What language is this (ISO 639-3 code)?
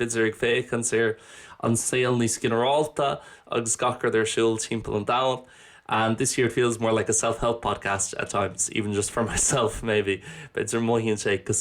gle